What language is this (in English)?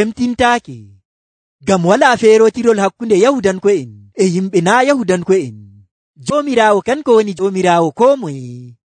Nigerian Fulfulde